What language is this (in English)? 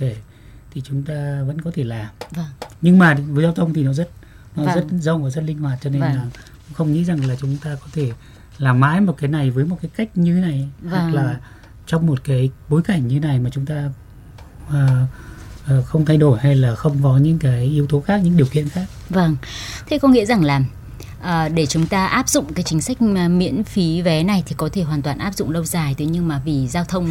Vietnamese